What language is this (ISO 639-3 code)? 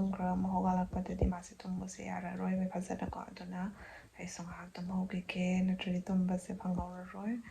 mni